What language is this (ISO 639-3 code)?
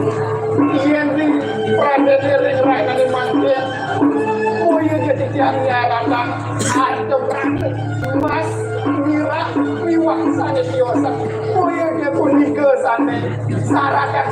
ban